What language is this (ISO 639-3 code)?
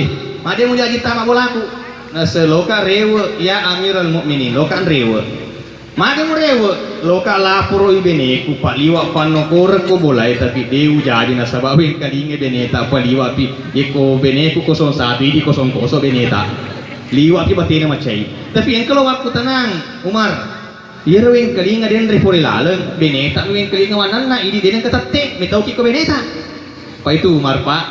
bug